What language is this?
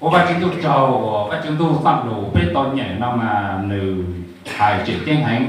Hmong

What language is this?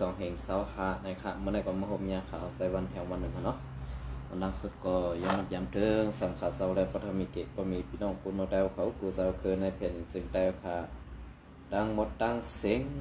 Shan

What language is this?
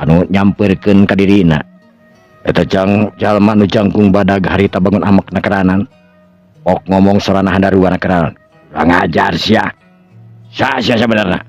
Sundanese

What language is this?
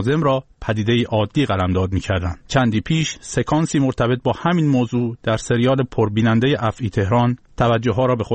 Persian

